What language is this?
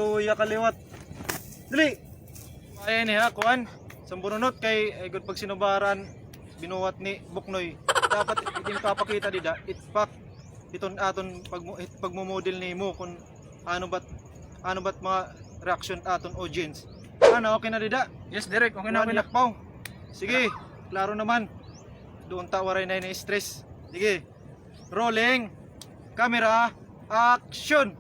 Waray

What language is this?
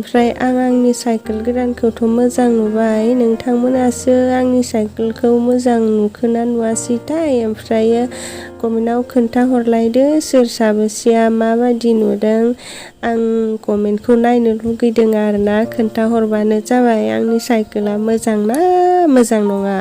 Bodo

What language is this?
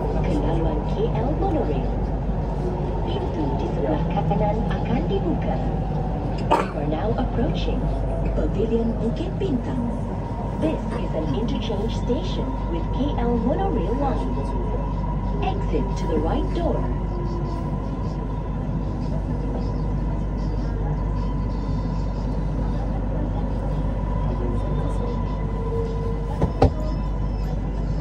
Malay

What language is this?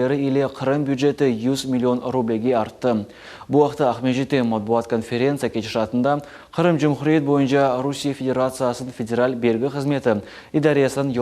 Crimean Tatar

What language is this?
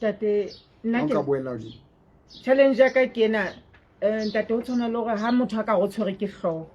Southern Sotho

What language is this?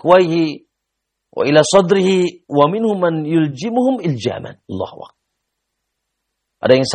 Indonesian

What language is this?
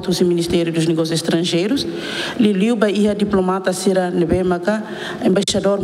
Tetum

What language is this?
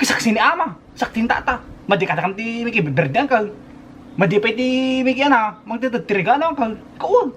Iloko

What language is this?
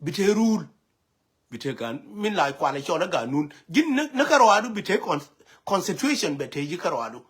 Nuer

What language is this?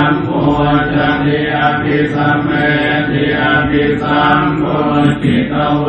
Pali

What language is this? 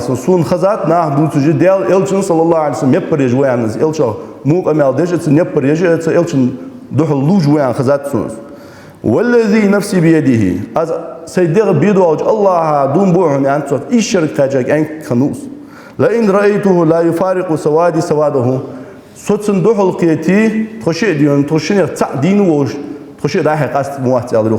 Ingush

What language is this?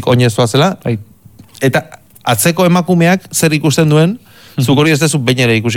Basque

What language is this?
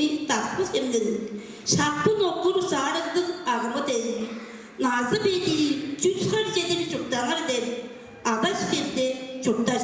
Tuvinian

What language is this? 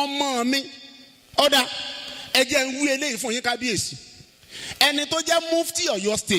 Yoruba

